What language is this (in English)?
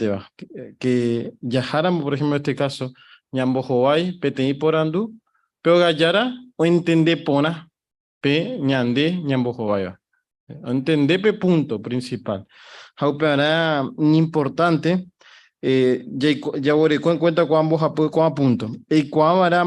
Guarani